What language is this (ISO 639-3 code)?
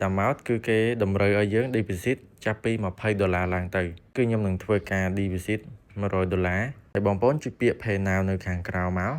khm